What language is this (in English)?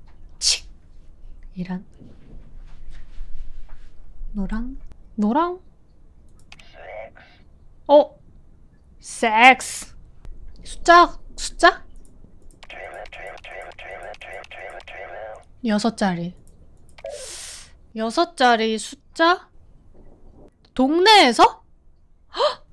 Korean